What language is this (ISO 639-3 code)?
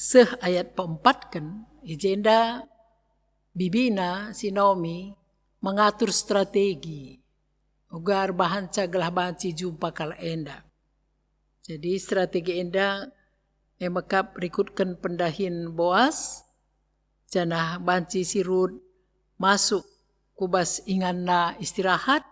btx